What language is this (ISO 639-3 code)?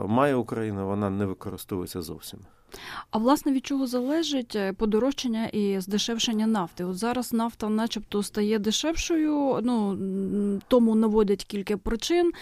ukr